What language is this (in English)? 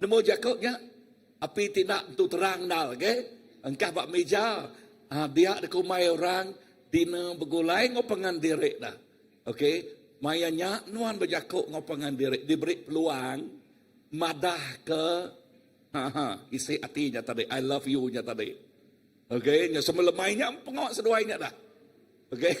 Iban